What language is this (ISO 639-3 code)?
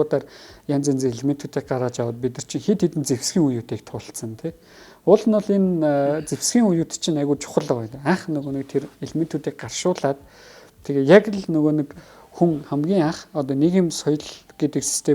mon